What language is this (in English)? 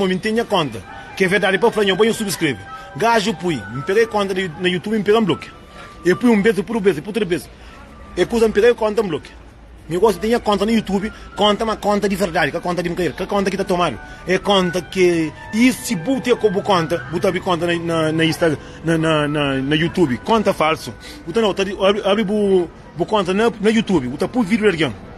Kabuverdianu